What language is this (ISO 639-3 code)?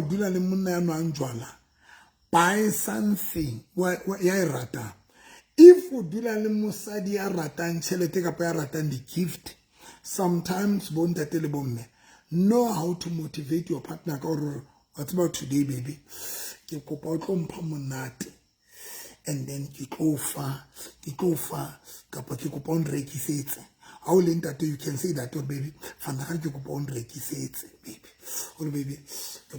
sot